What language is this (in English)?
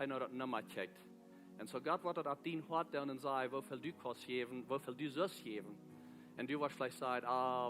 Plautdietsch